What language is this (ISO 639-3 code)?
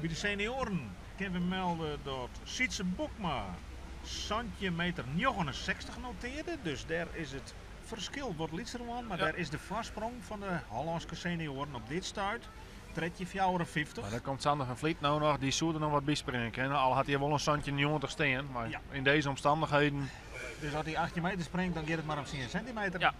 fry